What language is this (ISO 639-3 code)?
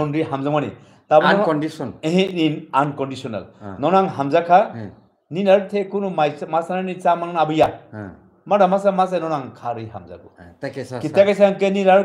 trp